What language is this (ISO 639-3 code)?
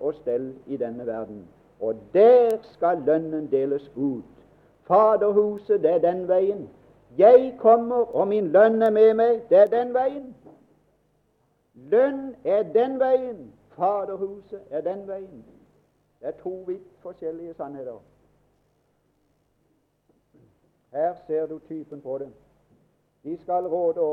nor